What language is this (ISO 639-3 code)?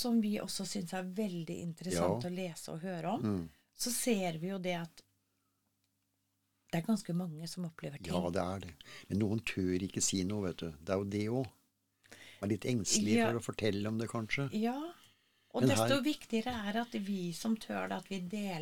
nor